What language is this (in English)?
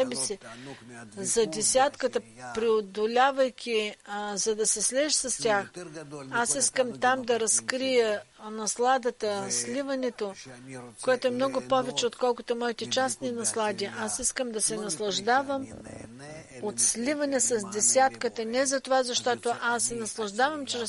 Bulgarian